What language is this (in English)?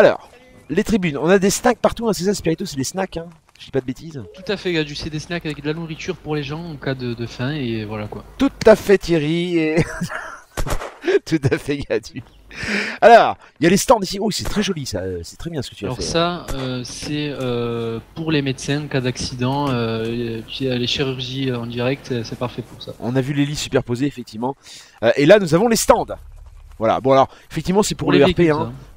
French